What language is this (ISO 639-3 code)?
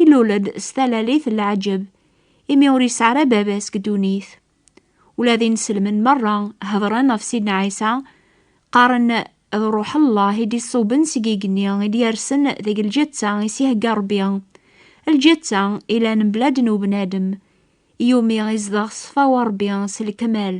kab